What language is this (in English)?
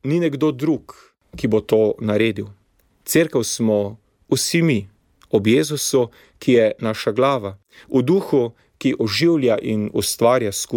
Slovenian